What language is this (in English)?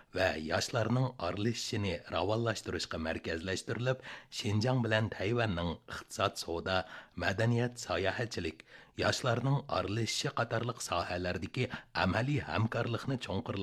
Uyghur